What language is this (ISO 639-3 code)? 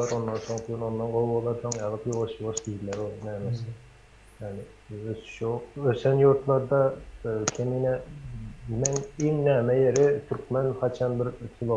tuk